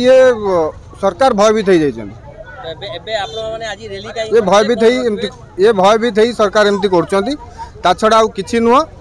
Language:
Odia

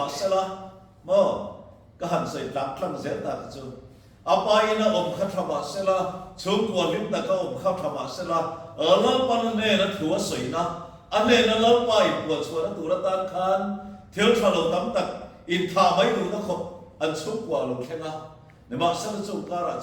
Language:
Mizo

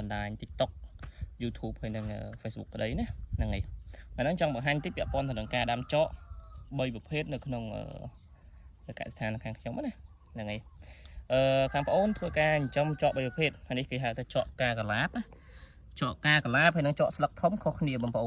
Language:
Khmer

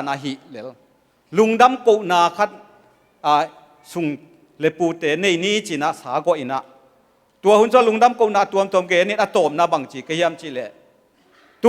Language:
Tedim Chin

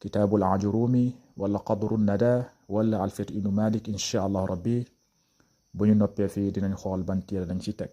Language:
Wolof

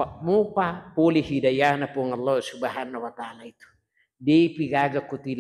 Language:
Buginese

